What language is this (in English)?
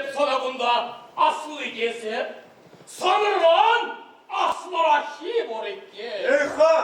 Chuvash